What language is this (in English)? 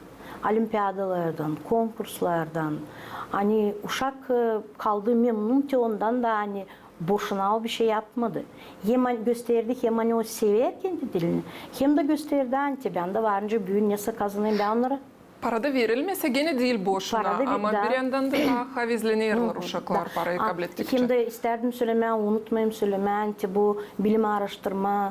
Gagauz